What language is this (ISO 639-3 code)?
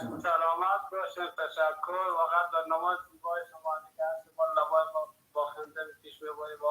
fas